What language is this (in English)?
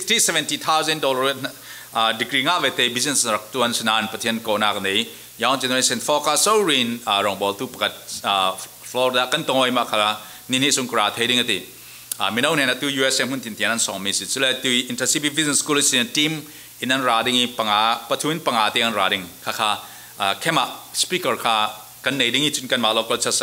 Falam Chin